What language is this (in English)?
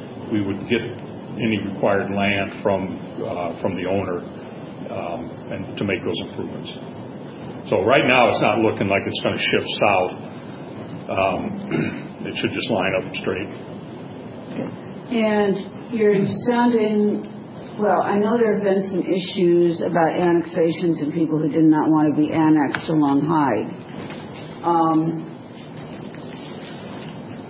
English